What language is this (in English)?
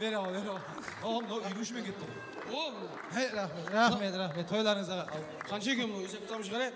Kara-Kalpak